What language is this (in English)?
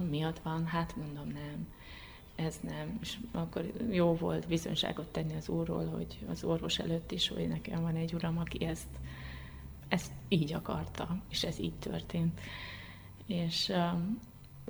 Hungarian